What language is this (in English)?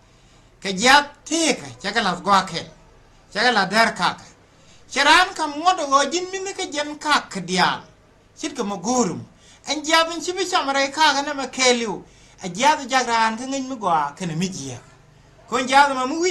Nuer